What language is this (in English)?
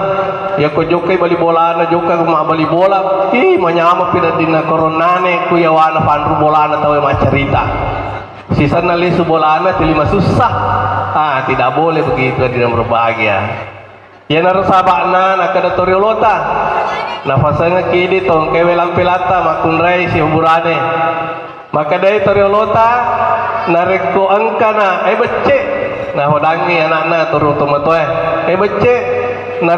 Buginese